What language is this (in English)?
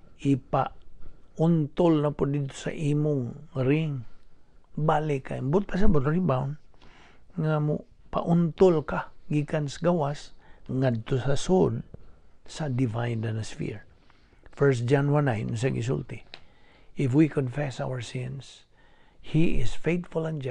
Cebuano